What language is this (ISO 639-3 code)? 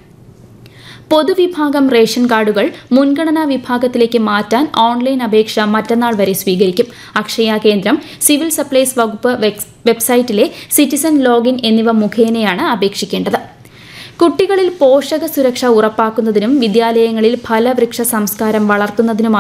mal